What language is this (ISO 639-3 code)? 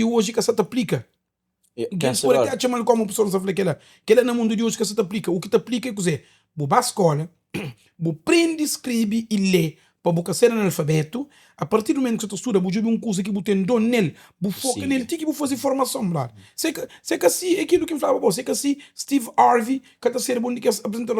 kea